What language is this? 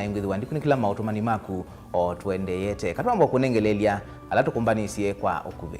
Kamba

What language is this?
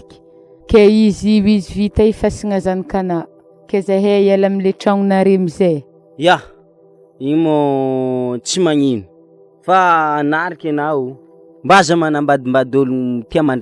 Malagasy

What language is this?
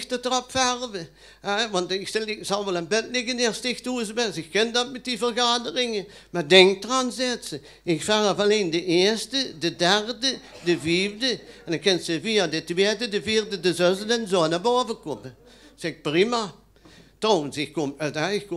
Limburgish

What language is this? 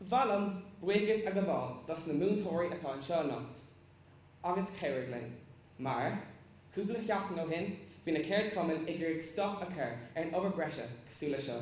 Irish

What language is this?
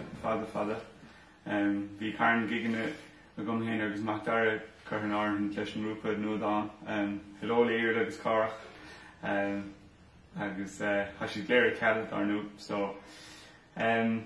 Irish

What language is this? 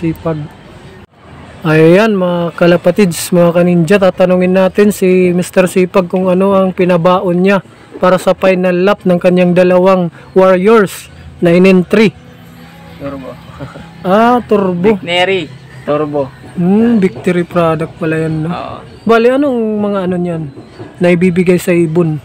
Filipino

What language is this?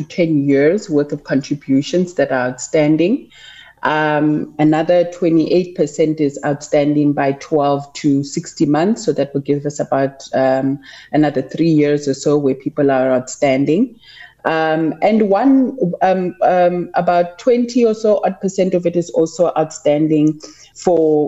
English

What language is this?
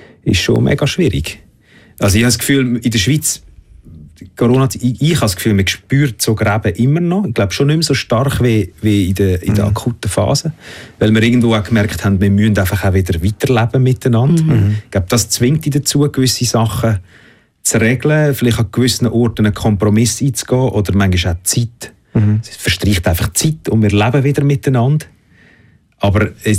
German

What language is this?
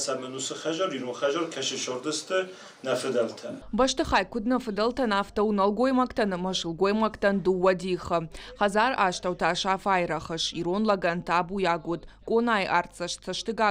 Ossetic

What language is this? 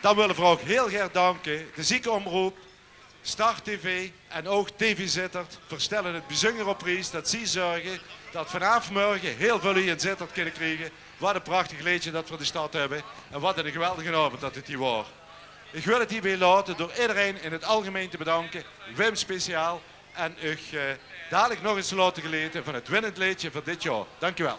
Limburgish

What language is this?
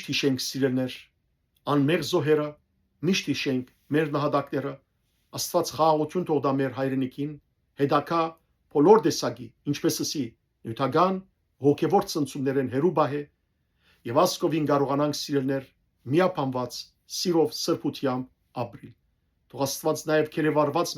Western Armenian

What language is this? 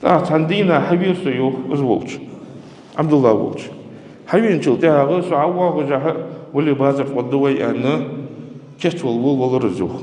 Ingush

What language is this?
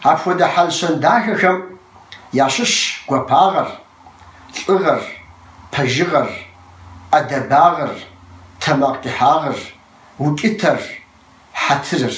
Kabardian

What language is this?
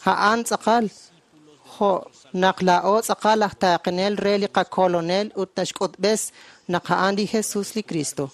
Kekchí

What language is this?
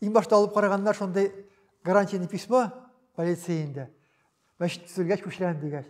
Tatar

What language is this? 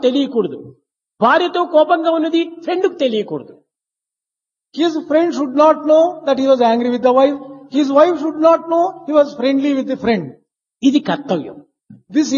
Telugu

